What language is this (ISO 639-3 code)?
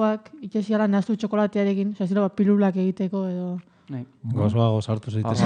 eus